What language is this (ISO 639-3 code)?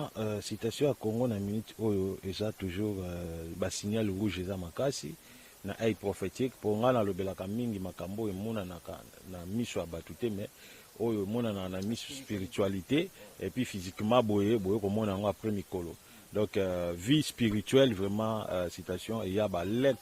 lin